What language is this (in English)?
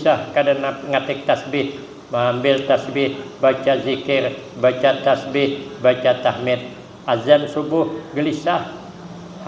Banjar